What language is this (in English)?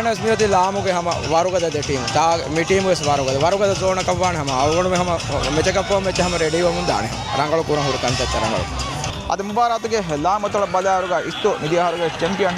Divehi